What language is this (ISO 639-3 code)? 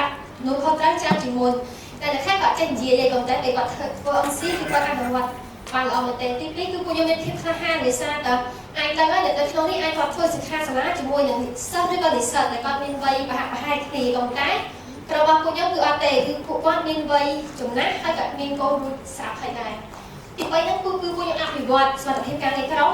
khm